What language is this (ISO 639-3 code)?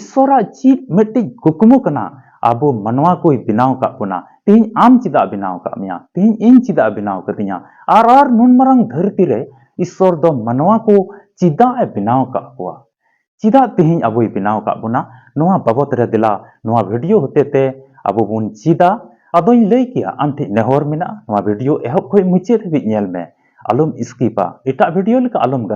sat